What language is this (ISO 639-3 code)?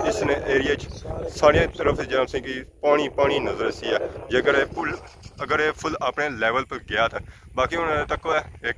phr